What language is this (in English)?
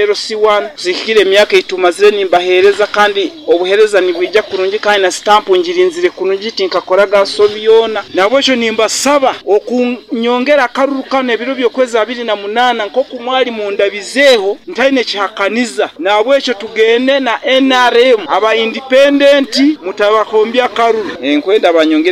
Nyoro